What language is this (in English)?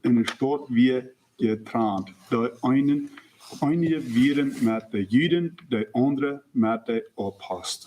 Plautdietsch